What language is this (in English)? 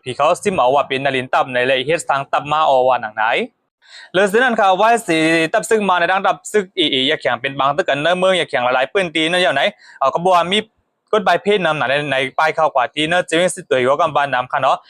Shan